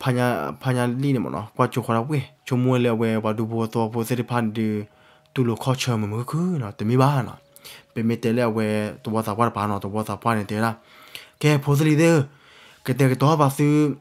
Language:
S'gaw Karen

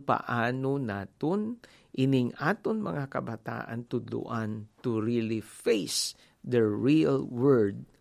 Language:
Hiligaynon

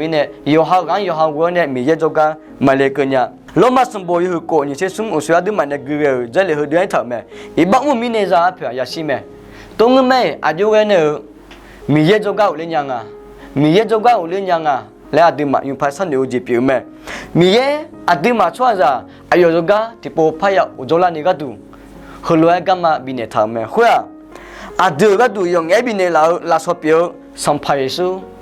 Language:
Akha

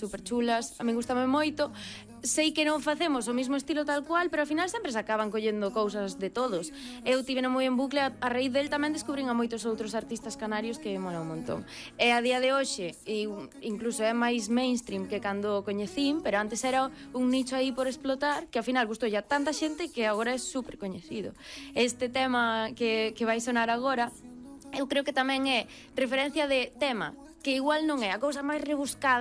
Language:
Galician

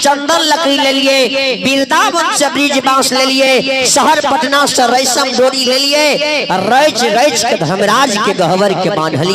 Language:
Maithili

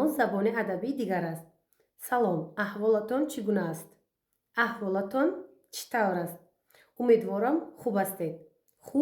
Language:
Tajik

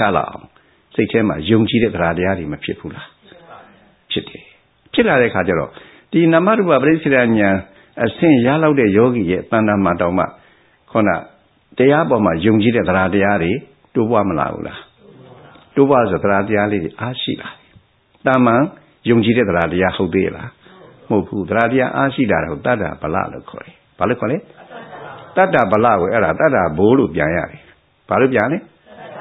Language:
Burmese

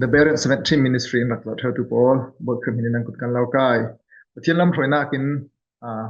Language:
Falam Chin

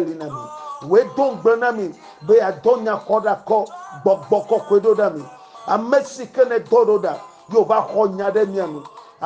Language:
Ewe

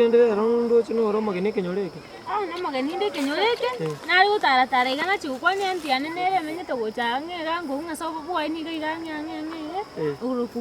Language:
Gusii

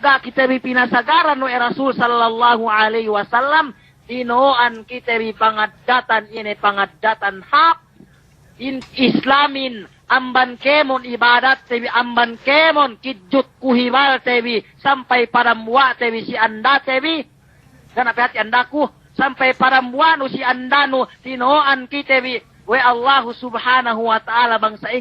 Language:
Yakan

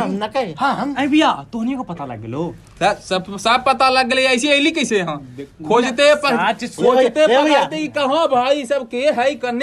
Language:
Magahi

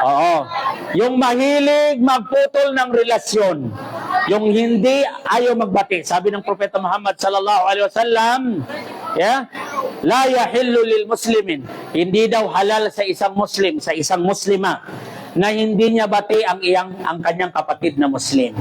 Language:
Maranao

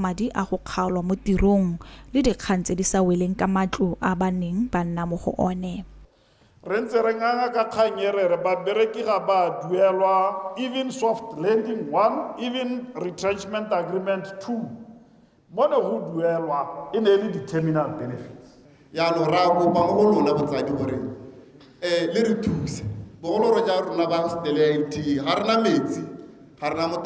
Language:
Tswana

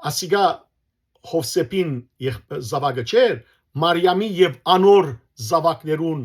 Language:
Western Armenian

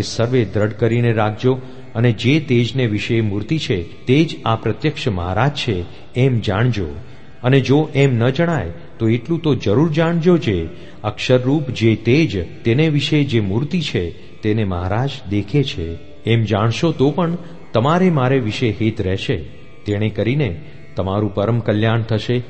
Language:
Gujarati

